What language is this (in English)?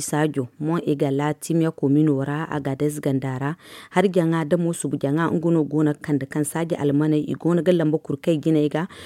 Zarma